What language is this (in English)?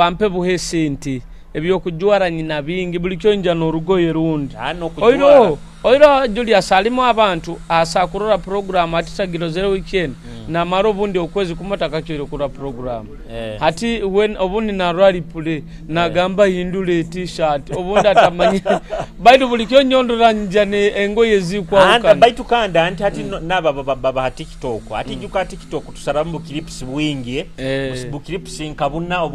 Nyoro